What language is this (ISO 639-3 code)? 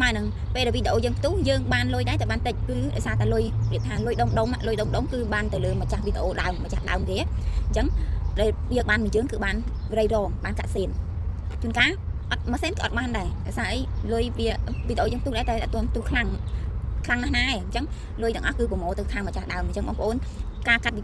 khm